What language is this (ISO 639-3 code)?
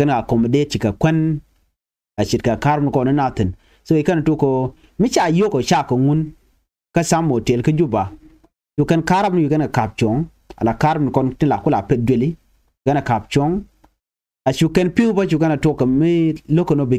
nus